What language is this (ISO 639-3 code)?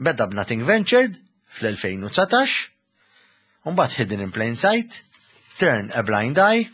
mlt